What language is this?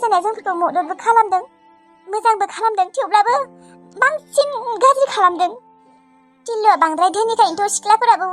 Bodo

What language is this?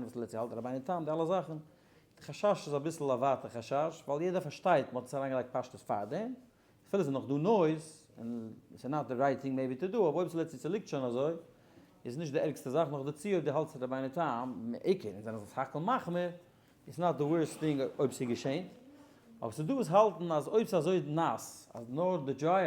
Yiddish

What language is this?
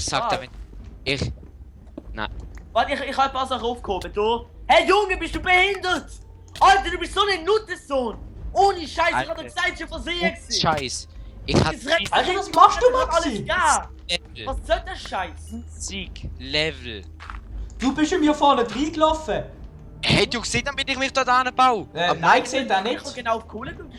Swiss German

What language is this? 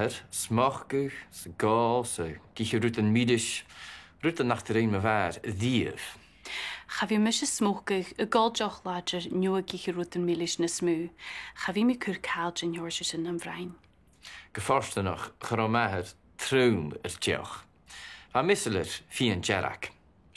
Scottish Gaelic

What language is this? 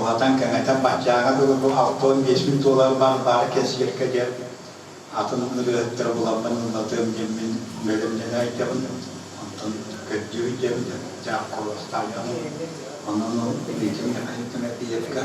Yakut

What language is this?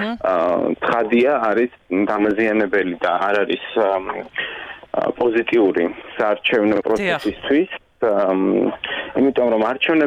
Georgian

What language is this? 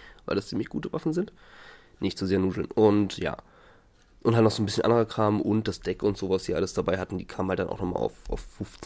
German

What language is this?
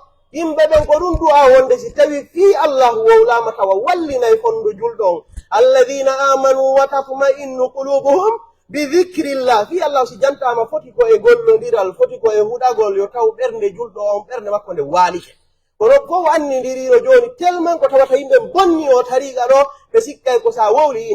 Pular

